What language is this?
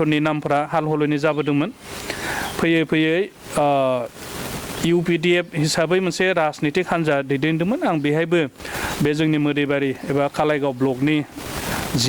Bodo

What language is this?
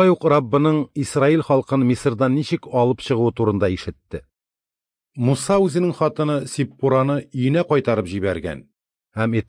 Tatar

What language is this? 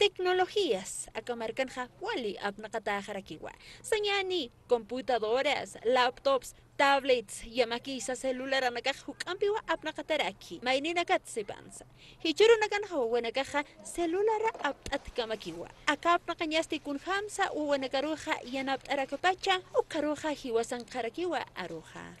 Aymara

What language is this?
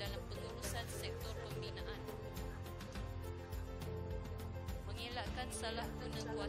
Malay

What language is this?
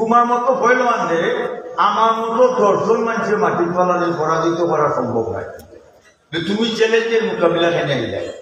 Sylheti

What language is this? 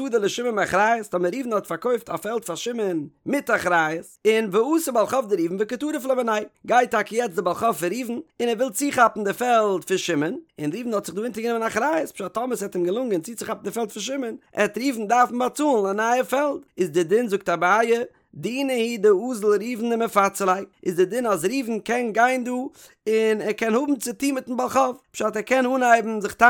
Yiddish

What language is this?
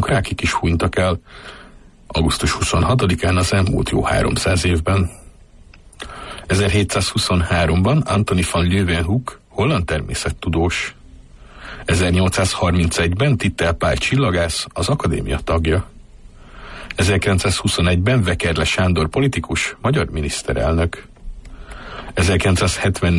Hungarian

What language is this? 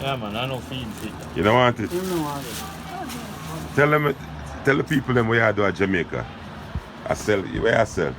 Jamaican Creole English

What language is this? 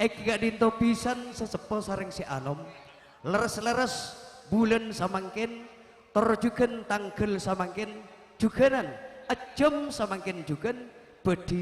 Madurese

